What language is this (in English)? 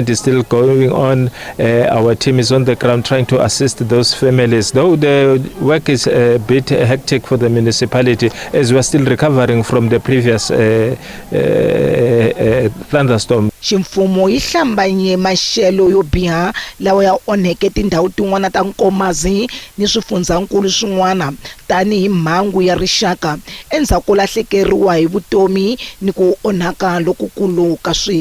Tsonga